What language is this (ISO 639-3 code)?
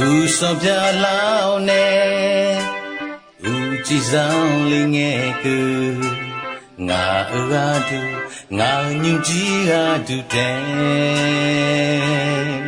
ahk